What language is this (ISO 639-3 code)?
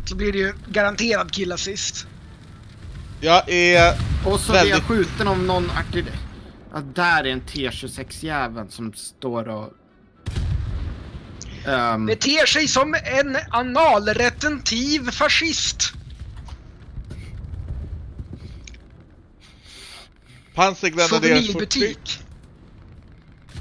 swe